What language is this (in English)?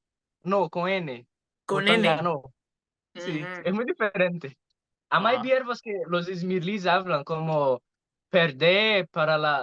Ladino